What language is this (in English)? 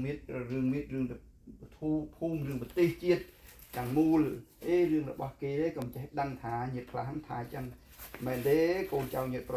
Khmer